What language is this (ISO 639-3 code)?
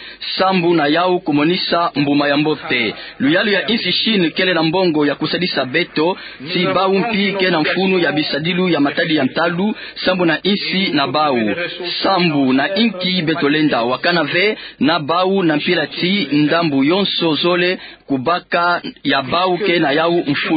ktu